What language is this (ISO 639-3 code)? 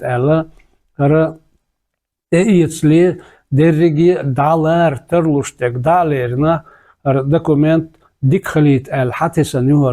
che